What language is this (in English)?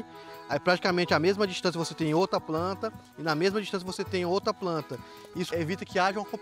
Portuguese